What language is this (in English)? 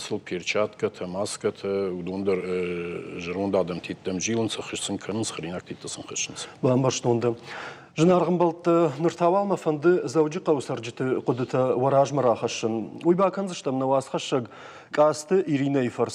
Ossetic